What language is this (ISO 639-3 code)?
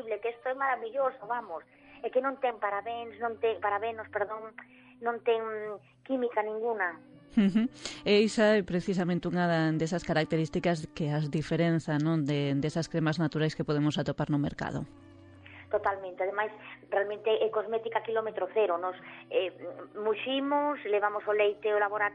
glg